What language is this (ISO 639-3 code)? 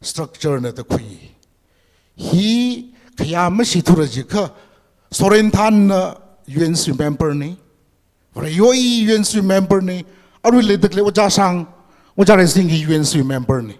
nmf